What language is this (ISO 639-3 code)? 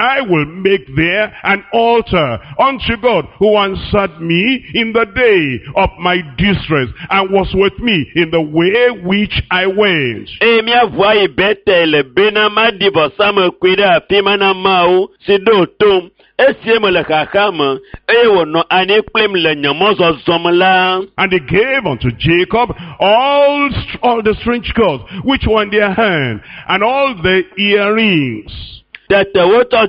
ewe